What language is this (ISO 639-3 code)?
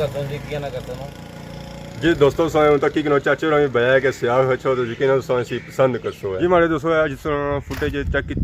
phr